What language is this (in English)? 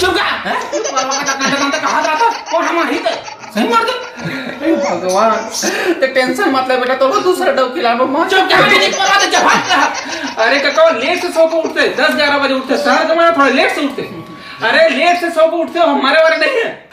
Chhattisgarhi